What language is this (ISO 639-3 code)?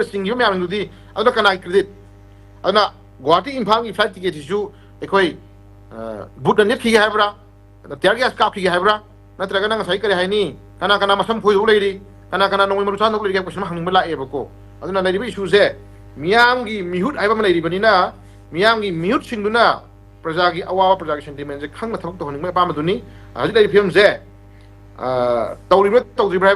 mni